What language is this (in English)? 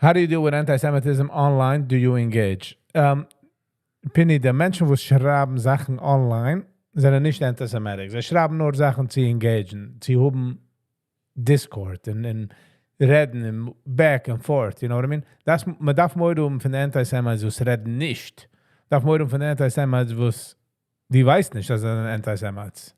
Yiddish